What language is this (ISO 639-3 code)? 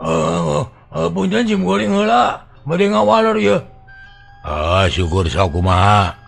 sun